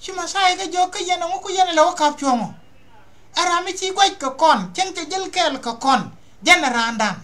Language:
Nuer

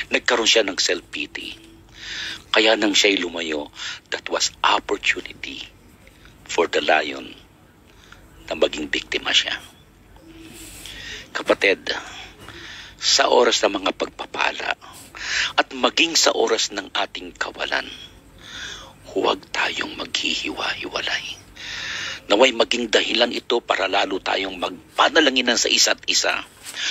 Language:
Filipino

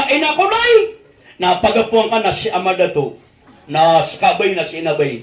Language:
Maranao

